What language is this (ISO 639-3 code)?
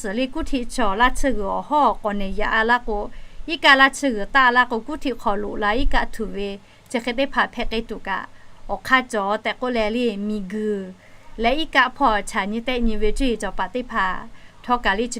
lhu